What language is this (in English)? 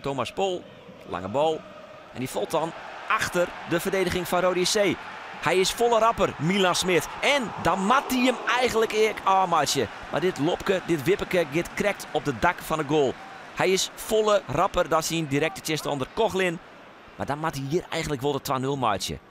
Western Frisian